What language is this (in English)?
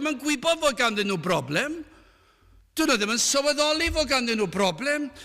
Welsh